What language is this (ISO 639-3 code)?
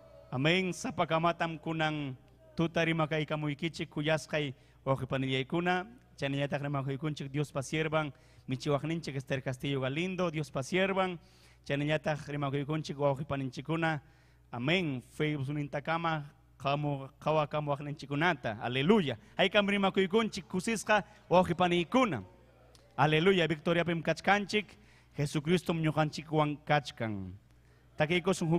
quy